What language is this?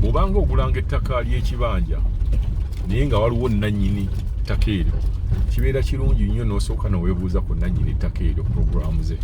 Ganda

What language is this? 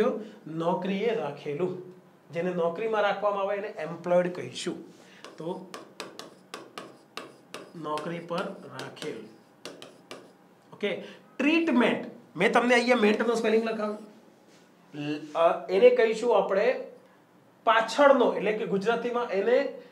Gujarati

